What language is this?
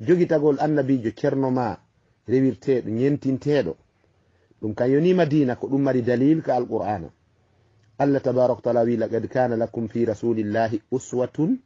Fula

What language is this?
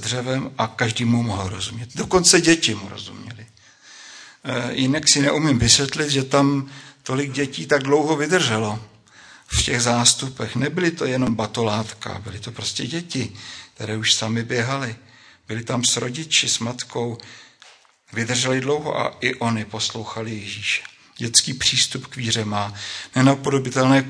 Czech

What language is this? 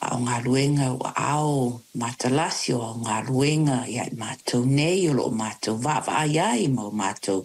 Samoan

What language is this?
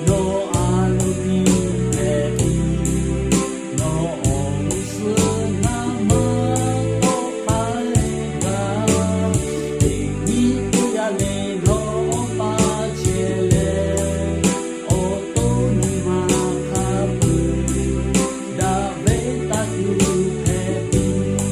Lahu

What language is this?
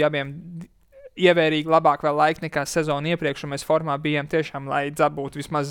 Latvian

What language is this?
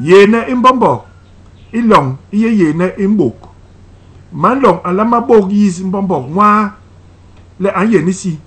Basaa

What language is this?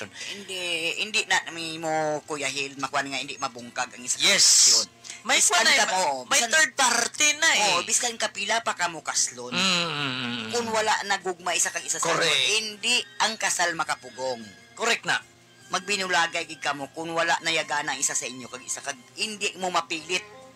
Hiligaynon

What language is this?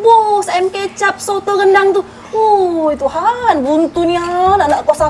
Musi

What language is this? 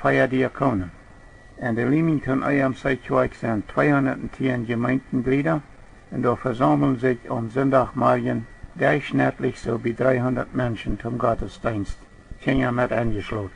Plautdietsch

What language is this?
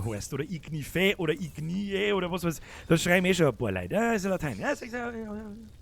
Bavarian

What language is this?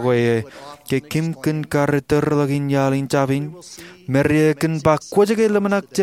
Marshallese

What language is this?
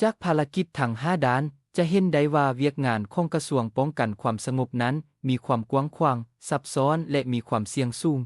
Lao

